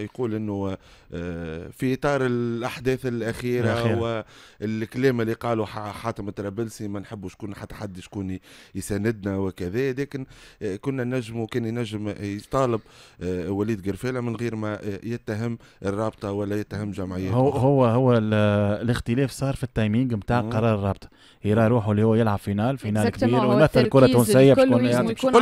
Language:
Tunisian Arabic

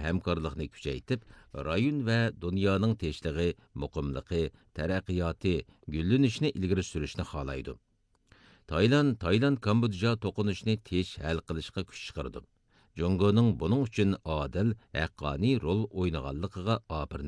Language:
Uyghur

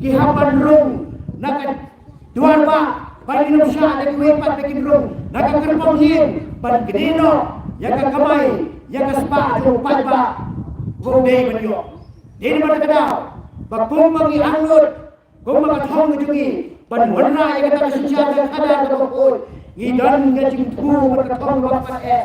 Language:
Khasi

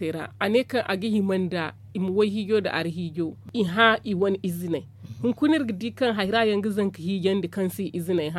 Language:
Zarma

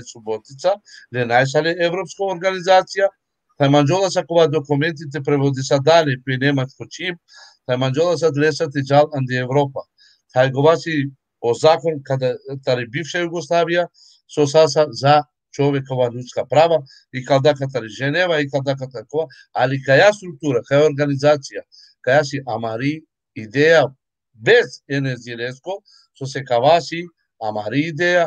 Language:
Balkan Romani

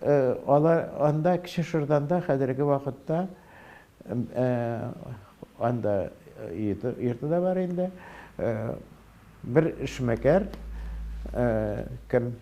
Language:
Tatar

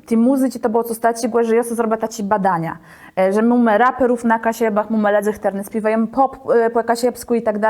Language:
Kashubian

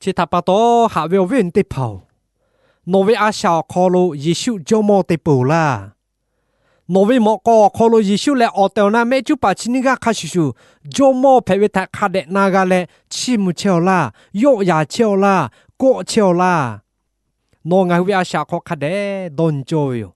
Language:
Lahu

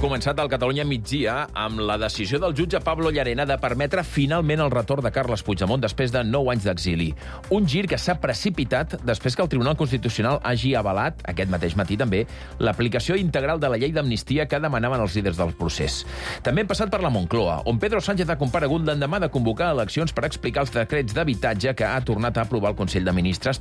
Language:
Catalan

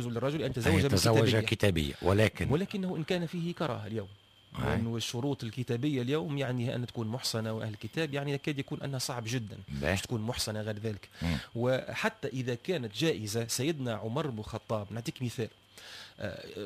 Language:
Tunisian Arabic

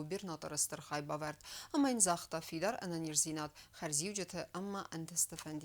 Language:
Ossetic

